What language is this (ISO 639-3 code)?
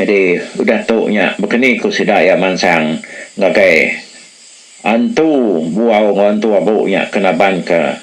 iba